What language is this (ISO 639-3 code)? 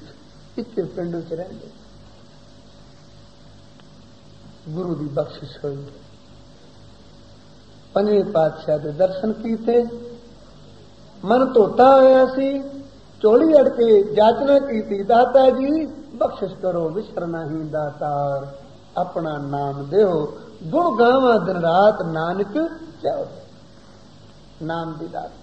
pan